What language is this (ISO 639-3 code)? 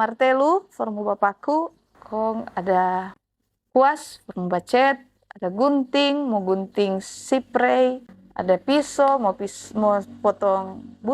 xmm